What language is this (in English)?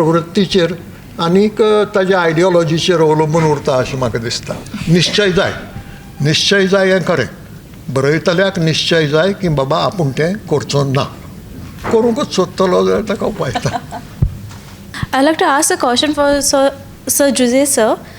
Konkani